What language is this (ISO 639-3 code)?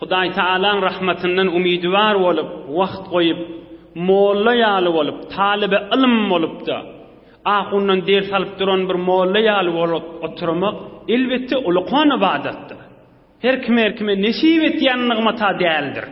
tuk